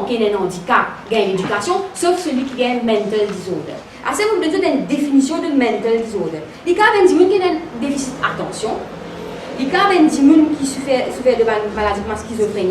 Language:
Morisyen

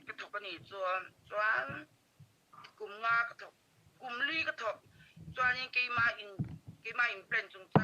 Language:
Mizo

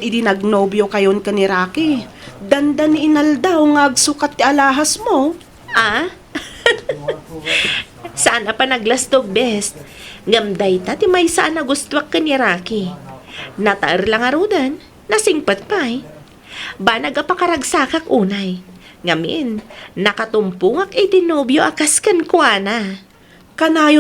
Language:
Iloko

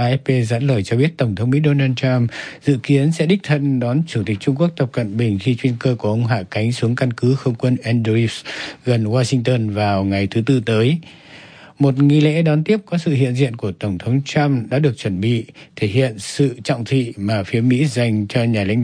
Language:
Vietnamese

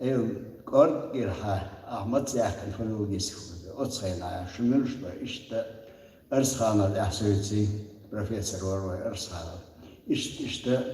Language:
Chechen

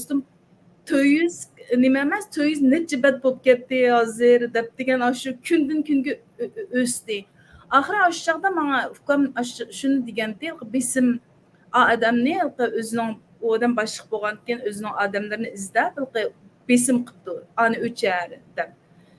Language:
Uyghur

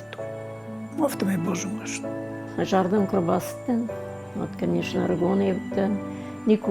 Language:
Ossetic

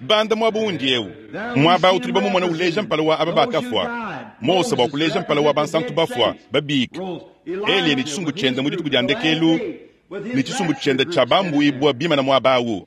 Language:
Luba-Lulua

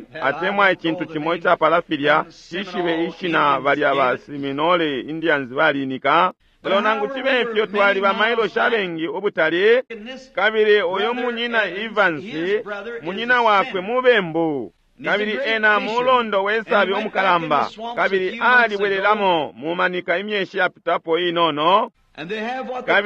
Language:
Bemba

